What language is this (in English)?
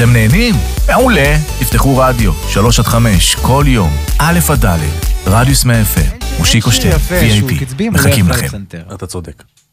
Hebrew